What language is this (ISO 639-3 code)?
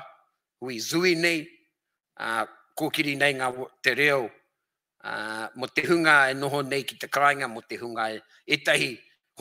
mri